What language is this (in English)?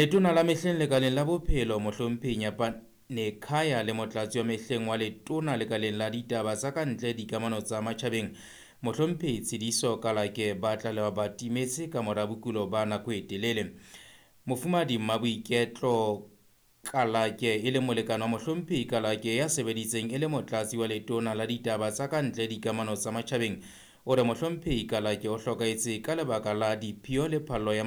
Southern Sotho